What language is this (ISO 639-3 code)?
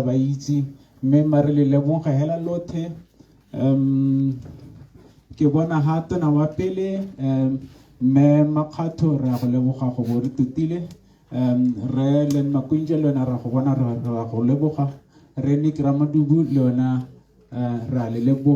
tsn